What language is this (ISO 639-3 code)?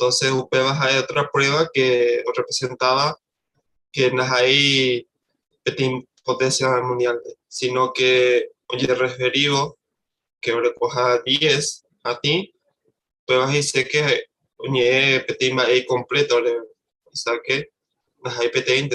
grn